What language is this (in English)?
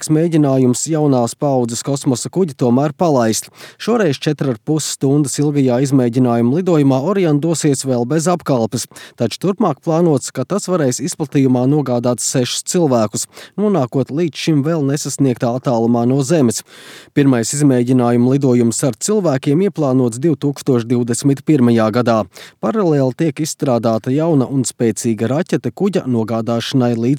Latvian